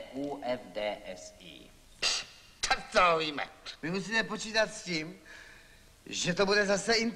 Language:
Czech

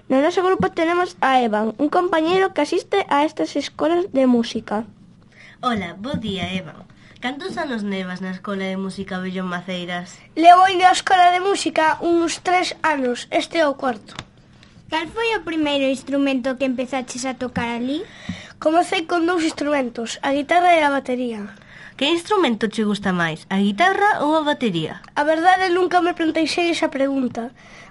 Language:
Galician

